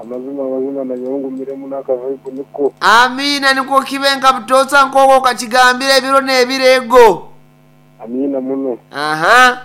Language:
Nyankole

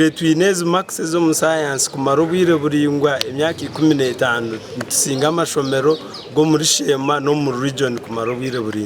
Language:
Nyankole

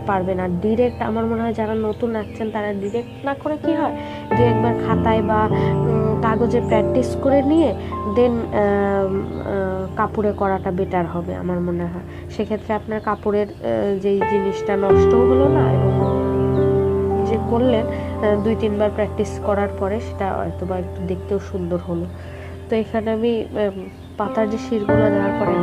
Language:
Bangla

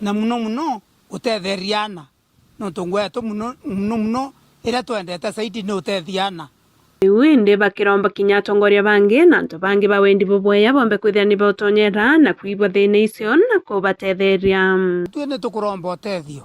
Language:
Meru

